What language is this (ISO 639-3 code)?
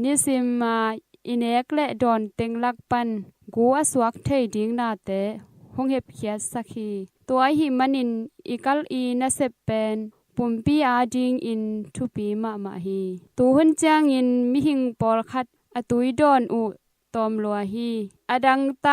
ctd